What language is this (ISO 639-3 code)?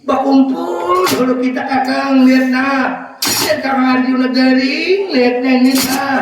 bjn